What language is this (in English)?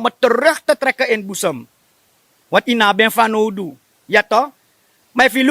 Sranan Tongo